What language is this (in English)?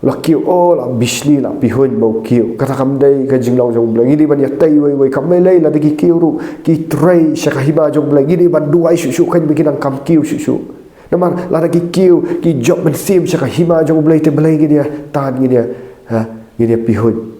Khasi